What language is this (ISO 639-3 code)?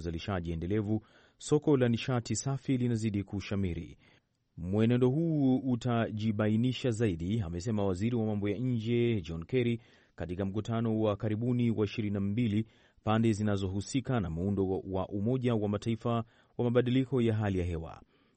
swa